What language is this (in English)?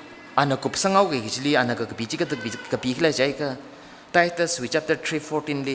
Tangkhul Naga (India)